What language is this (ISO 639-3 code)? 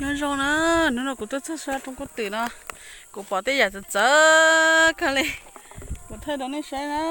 hmn